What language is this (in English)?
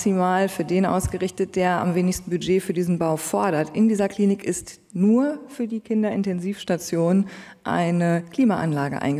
German